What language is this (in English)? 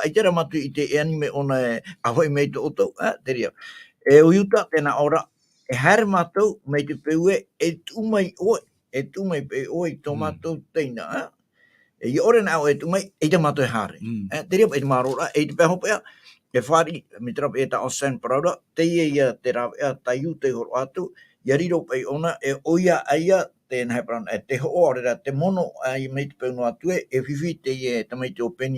Tahitian